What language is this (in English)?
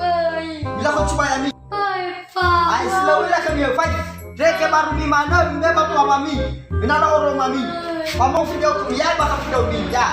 Nias